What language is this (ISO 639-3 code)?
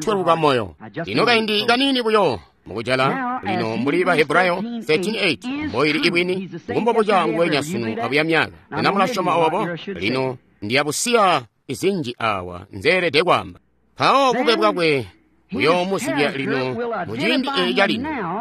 toi